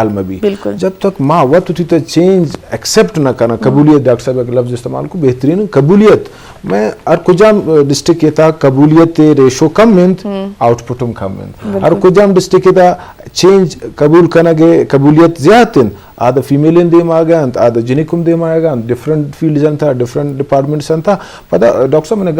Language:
Eastern Balochi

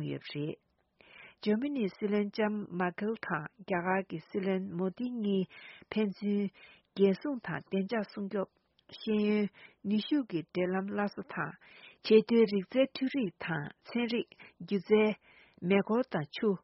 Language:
Tibetan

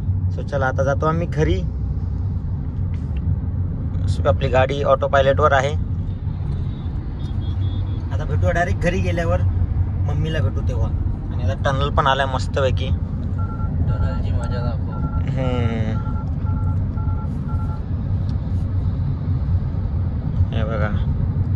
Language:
Marathi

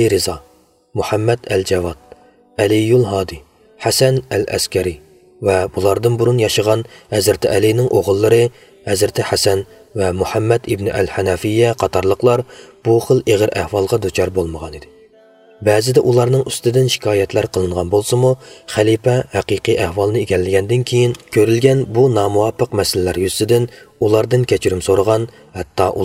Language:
Uyghur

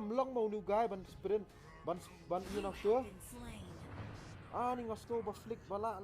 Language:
Khasi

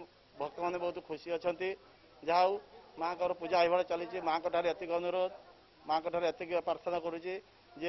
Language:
Odia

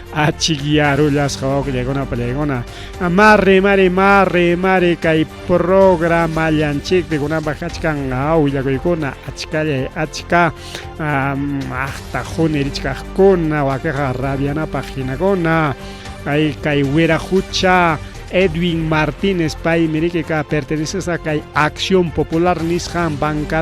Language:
Ayacucho Quechua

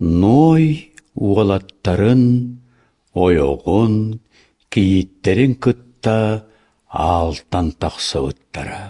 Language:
Yakut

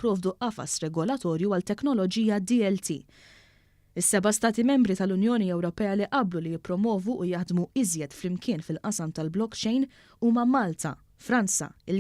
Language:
Maltese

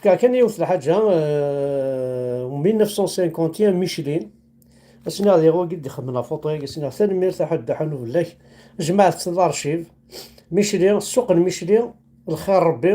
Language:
Kabyle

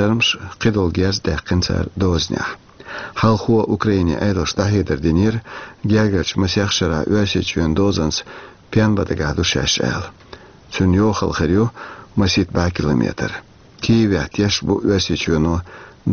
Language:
Chechen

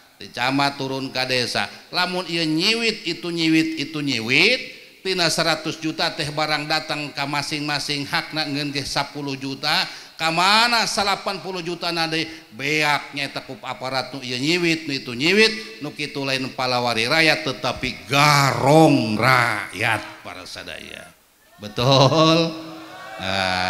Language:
Sundanese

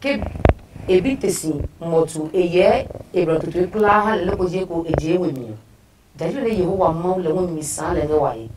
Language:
Adangme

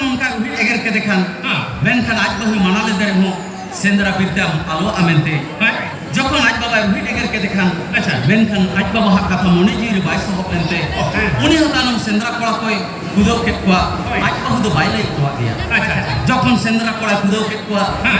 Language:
Santali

